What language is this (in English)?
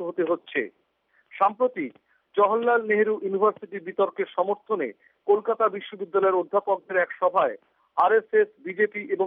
Bangla